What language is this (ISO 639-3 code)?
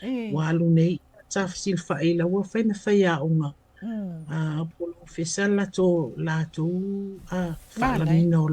smo